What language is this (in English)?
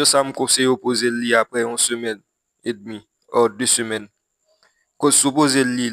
Haitian Creole